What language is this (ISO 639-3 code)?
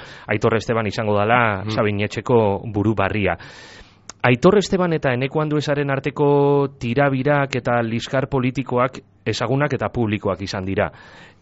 eus